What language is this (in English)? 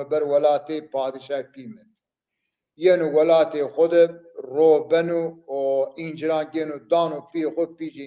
Zaza